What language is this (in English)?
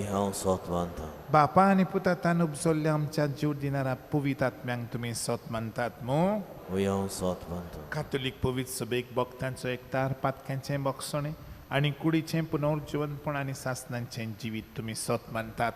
Konkani